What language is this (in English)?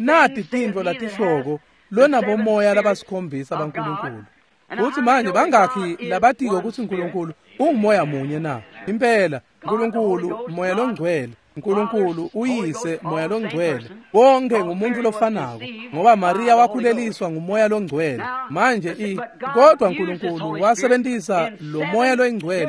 Swati